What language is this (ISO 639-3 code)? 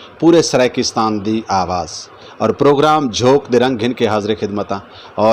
skr